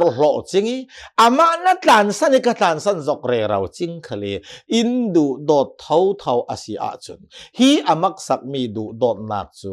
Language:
Hakha Chin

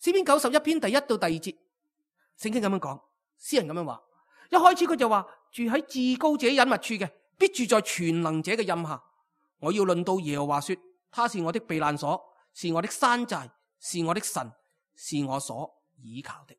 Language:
Cantonese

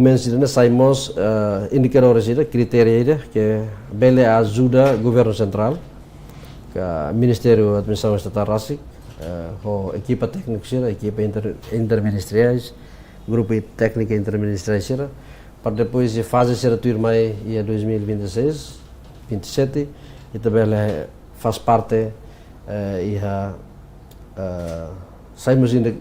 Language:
Tetum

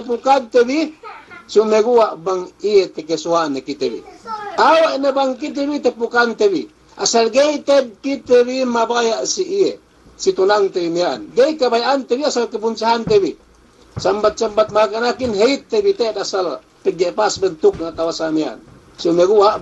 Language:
Yakan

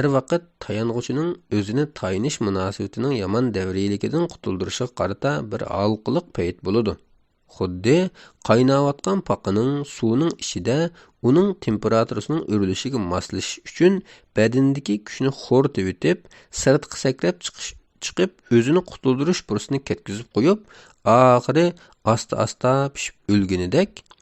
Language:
Uyghur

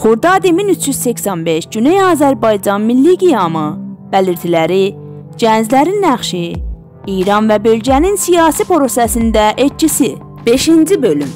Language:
South Azerbaijani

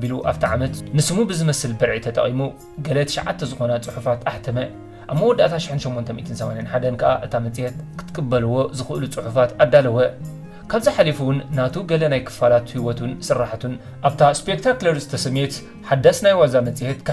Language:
Tigrinya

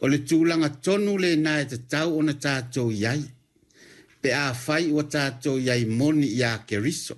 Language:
Samoan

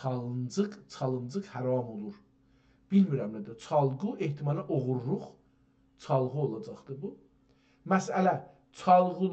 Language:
South Azerbaijani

